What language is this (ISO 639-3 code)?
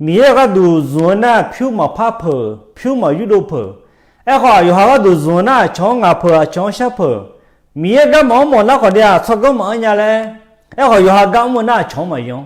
ahk